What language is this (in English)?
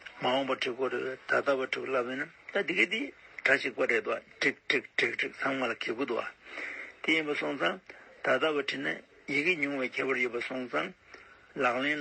Tibetan